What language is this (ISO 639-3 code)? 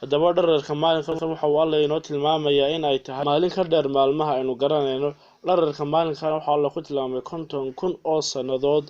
som